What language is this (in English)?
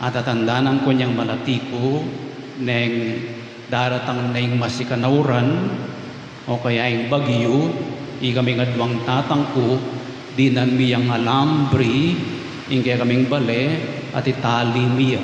Pampanga